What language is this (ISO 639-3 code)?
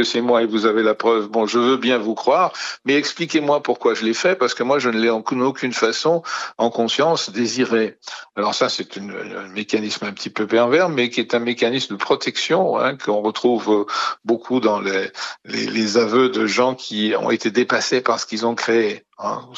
fra